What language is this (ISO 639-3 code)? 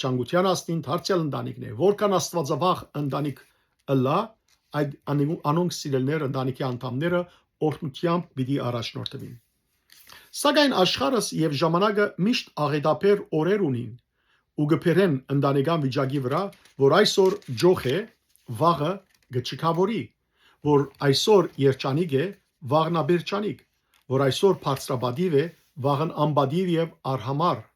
hyw